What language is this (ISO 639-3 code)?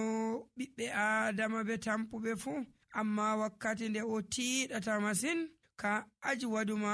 fuv